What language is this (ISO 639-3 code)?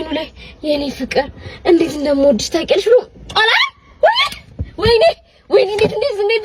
amh